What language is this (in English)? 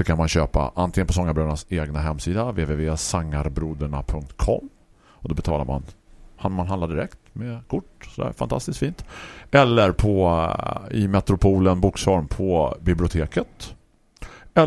Swedish